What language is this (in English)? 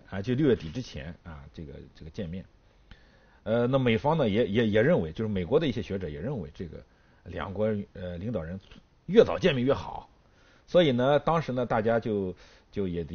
Chinese